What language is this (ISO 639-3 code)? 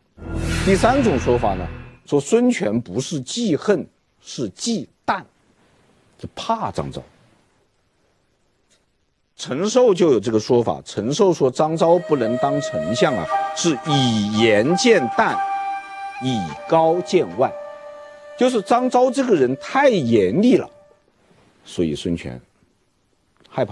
zho